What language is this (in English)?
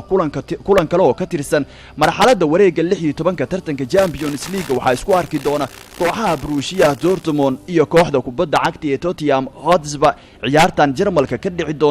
Somali